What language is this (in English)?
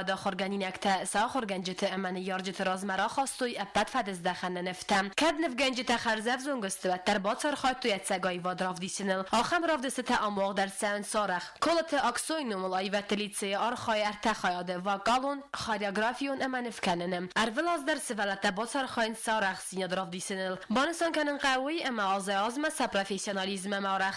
Ossetic